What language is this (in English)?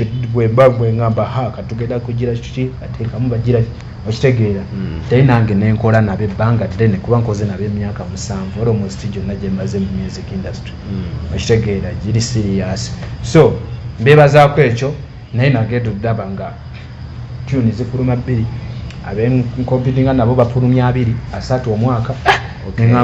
Ganda